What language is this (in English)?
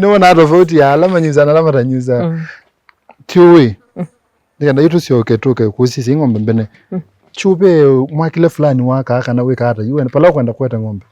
Kamba